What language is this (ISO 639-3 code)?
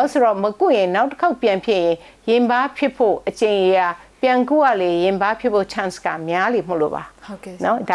mya